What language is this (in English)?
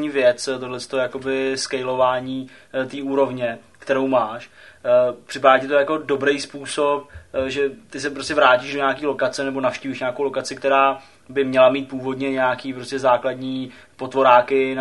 Czech